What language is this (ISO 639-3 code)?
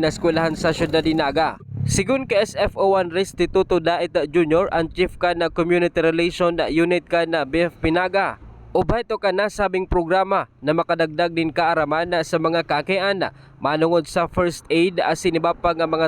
bik